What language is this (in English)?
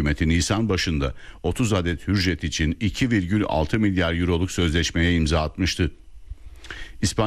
Turkish